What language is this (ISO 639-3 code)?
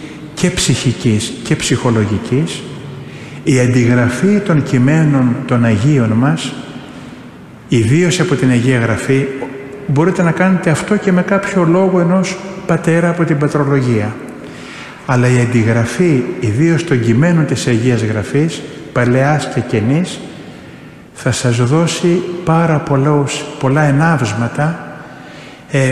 ell